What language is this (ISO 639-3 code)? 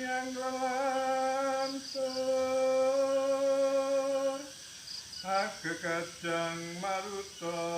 jav